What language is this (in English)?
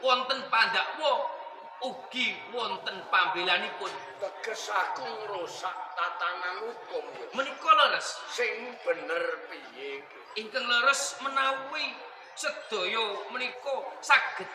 Javanese